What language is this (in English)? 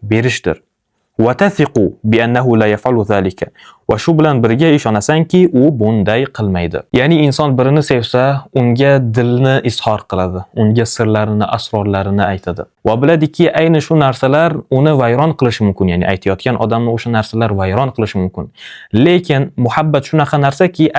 Uzbek